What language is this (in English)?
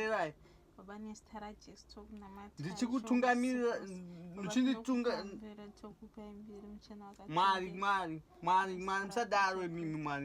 Shona